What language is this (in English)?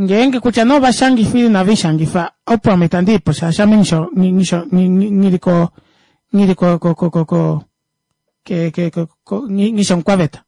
Kuanyama